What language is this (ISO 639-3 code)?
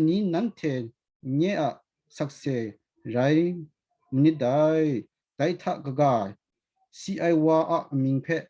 kac